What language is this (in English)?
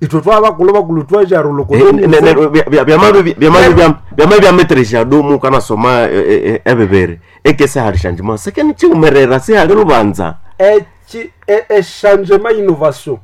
Nande